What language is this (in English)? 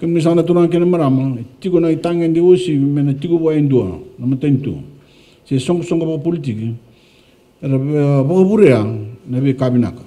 Fijian